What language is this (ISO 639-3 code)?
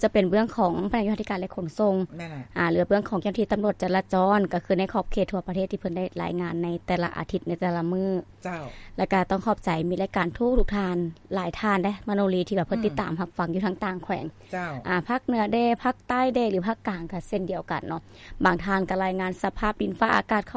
lao